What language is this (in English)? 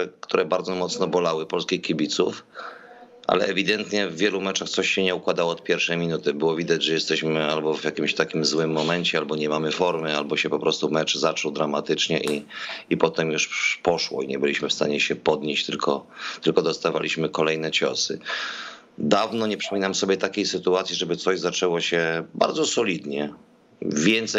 Polish